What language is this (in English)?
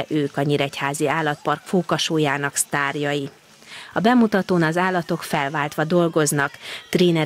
Hungarian